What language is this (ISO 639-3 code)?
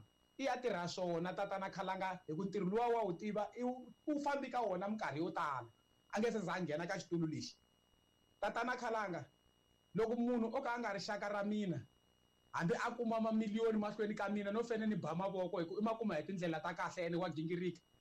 tso